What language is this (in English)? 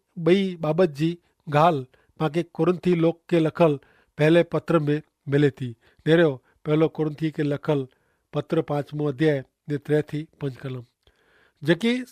Kachhi